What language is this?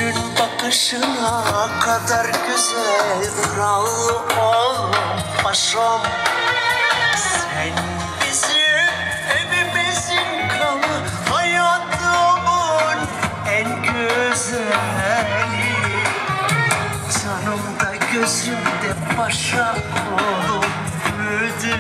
Turkish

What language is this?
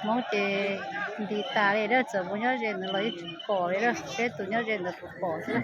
Hmong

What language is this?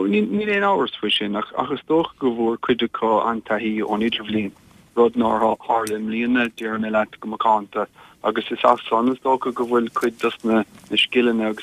Irish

